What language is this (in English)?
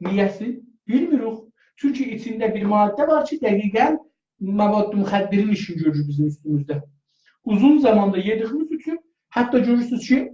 South Azerbaijani